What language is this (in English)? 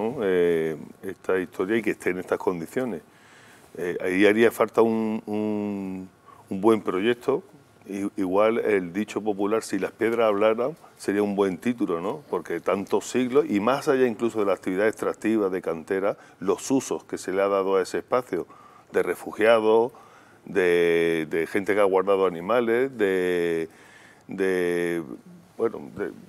Spanish